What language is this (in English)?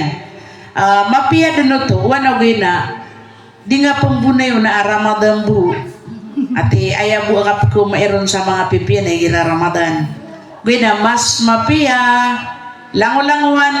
Maranao